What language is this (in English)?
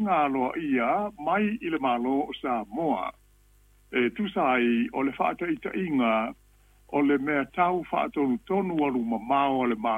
Samoan